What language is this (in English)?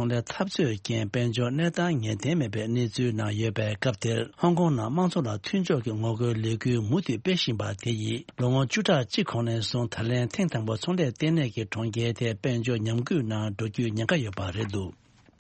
Tibetan